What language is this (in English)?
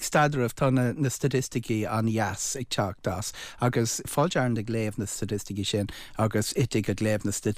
Irish